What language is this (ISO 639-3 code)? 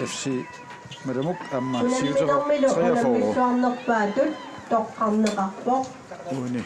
kal